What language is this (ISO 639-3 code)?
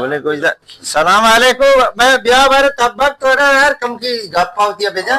bal